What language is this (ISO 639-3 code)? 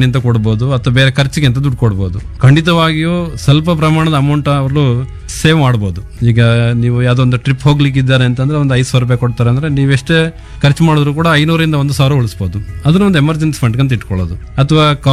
kan